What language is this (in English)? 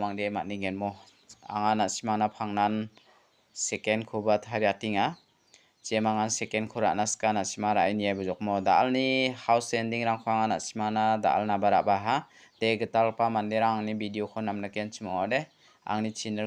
Garo